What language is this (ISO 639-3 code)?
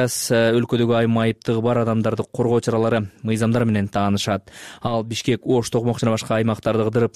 kir